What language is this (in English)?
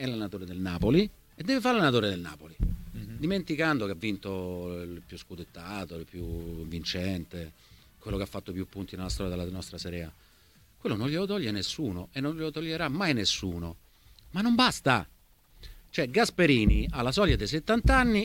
Italian